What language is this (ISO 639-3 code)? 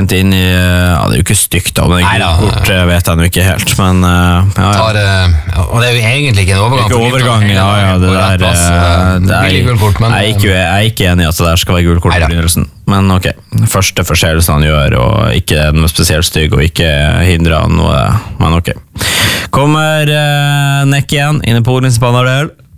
nor